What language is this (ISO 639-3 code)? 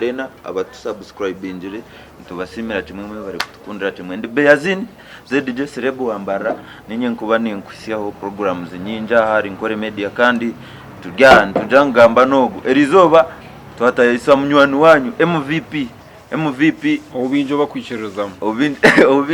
nyn